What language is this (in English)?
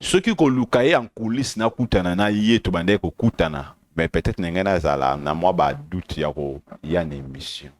Lingala